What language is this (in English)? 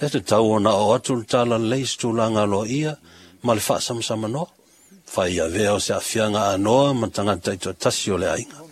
Samoan